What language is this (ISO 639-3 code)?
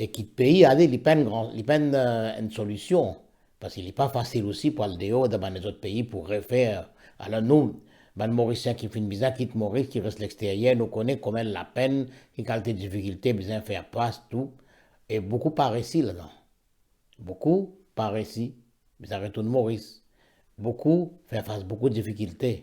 mfe